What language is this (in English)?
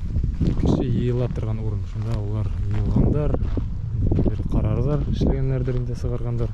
Bashkir